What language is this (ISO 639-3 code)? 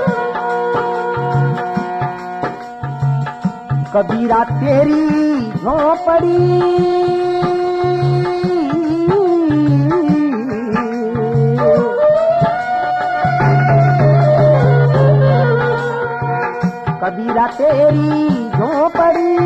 hin